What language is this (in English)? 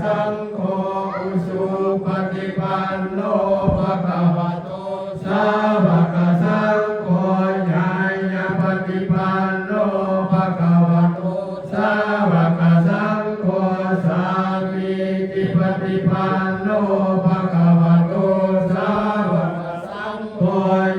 Pali